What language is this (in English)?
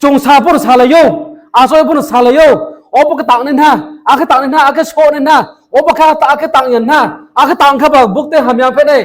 Riang (India)